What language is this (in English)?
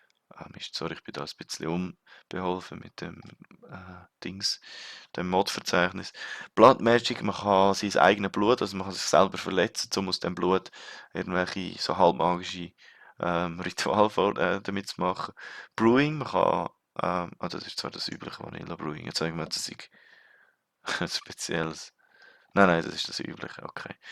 Swiss German